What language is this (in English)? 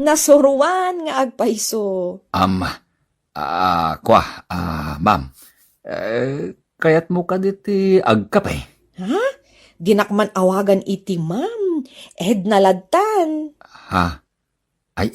Iloko